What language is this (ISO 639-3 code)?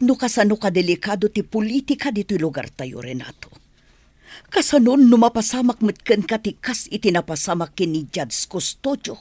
ilo